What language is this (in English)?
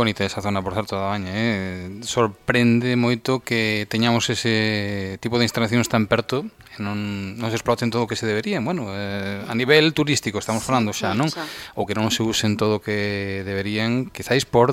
Galician